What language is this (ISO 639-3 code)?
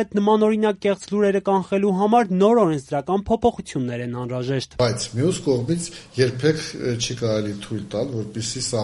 hye